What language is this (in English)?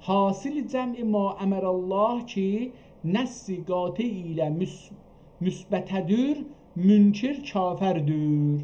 South Azerbaijani